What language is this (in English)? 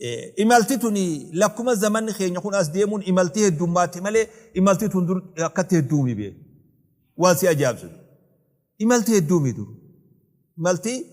Oromo